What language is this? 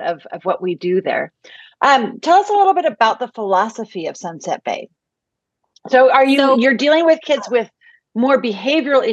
English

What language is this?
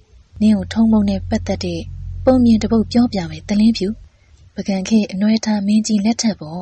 Burmese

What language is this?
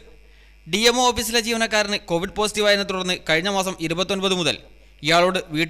Malayalam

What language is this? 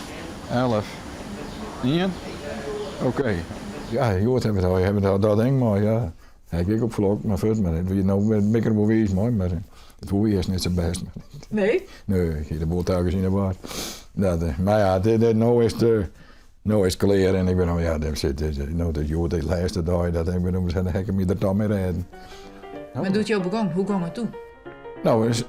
Western Frisian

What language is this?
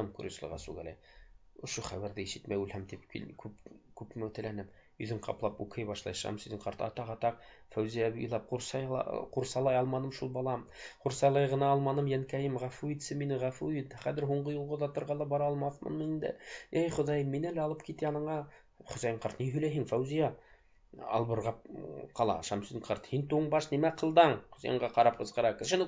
Bashkir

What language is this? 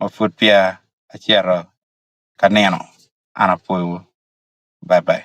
Acoli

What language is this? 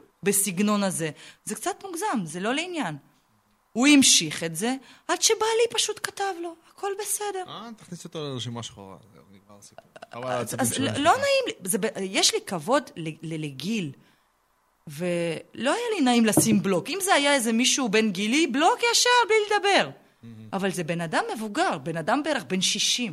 Hebrew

